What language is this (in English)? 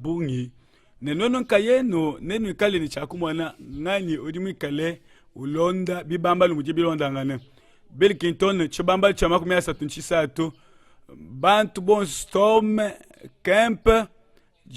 Luba-Lulua